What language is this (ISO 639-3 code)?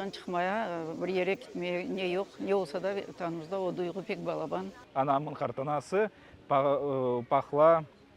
crh